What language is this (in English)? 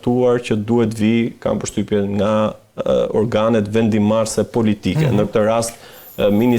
Albanian